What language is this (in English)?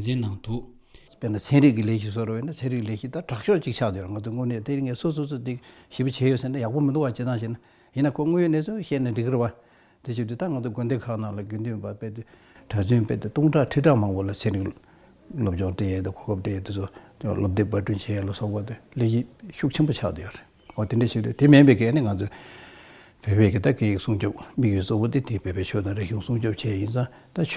Latvian